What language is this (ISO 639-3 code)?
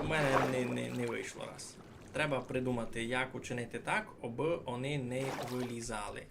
rue